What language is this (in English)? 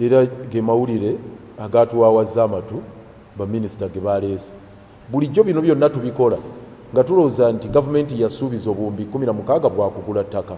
Ganda